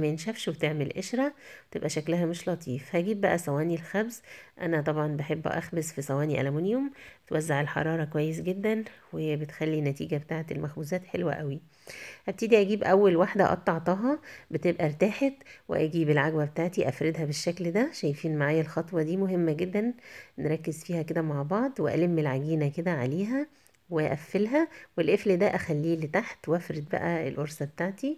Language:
Egyptian Arabic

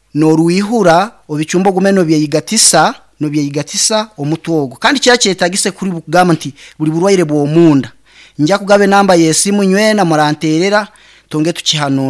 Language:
Nyankole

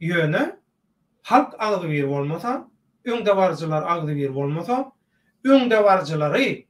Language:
Turkmen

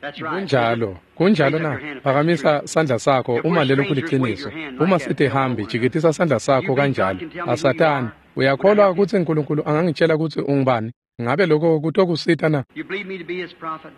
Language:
Swati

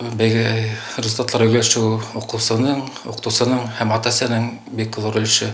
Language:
Bashkir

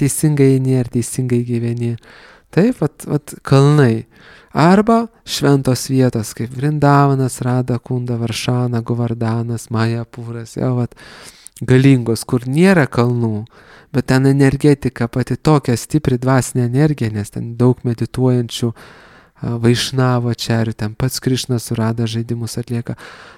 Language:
Lithuanian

